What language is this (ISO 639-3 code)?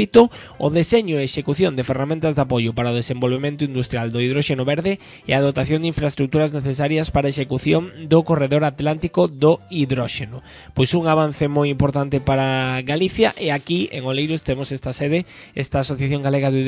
glg